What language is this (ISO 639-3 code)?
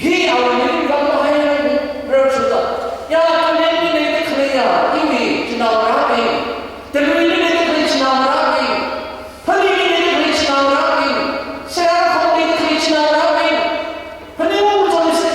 nmf